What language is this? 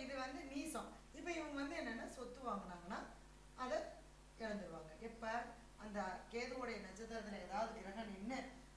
Tamil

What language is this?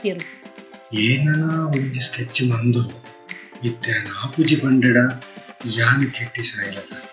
Tulu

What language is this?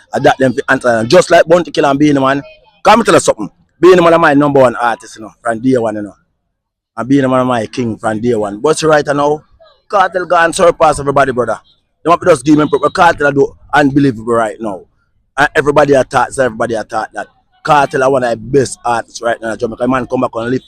Jamaican Creole English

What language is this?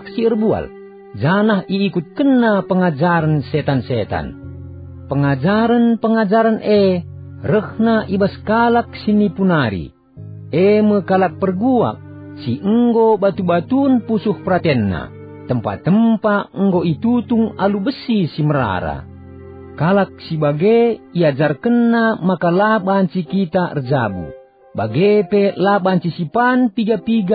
Batak Karo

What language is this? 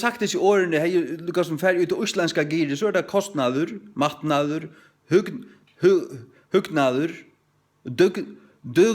Faroese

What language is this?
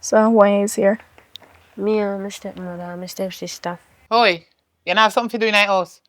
Jamaican Creole English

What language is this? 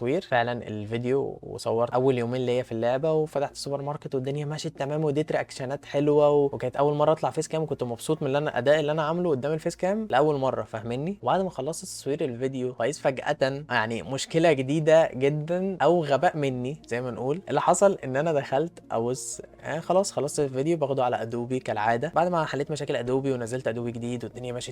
Egyptian Arabic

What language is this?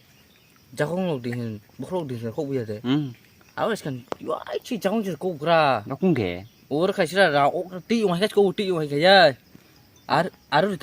Kok Borok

